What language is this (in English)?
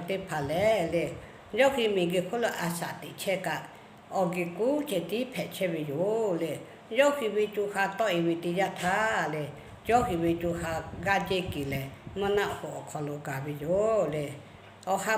Lahu